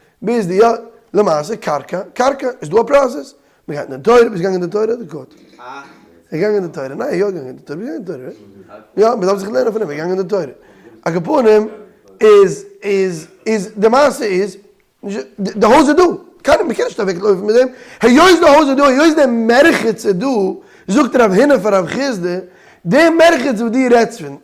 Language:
Yiddish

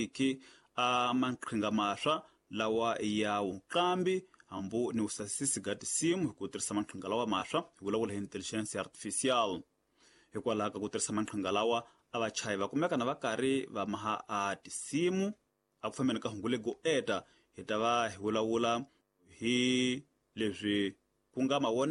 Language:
Tsonga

